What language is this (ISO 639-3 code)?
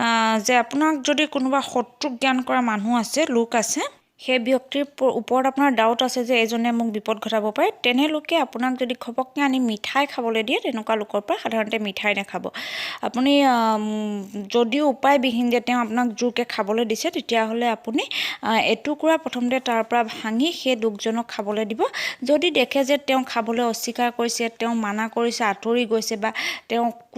asm